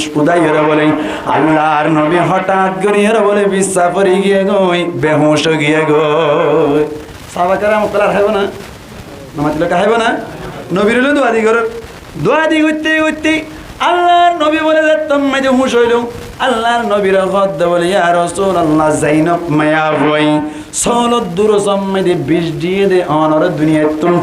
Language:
Rohingya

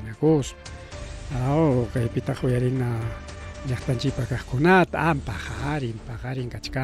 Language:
Ayacucho Quechua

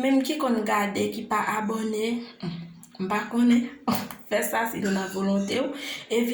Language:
Haitian Creole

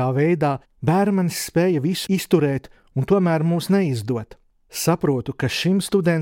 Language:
Latvian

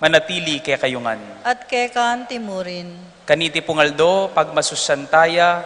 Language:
Pampanga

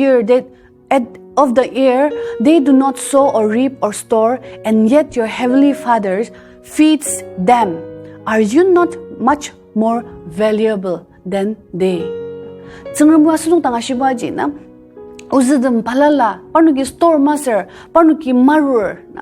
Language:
Ao Naga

